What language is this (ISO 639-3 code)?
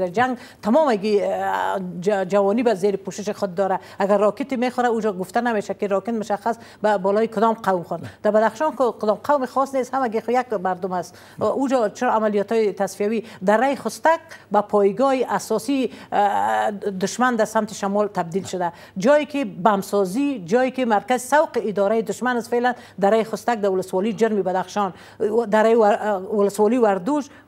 fas